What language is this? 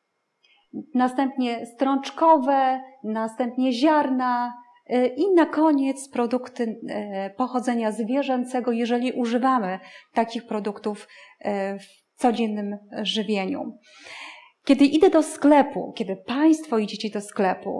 Polish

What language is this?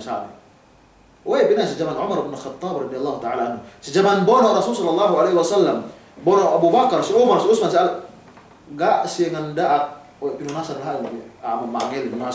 Yakan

